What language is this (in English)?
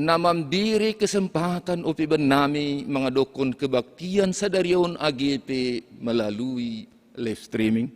Batak Simalungun